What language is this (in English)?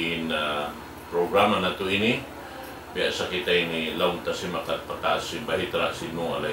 Tausug